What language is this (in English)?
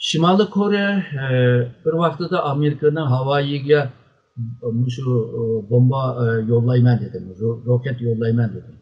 Uyghur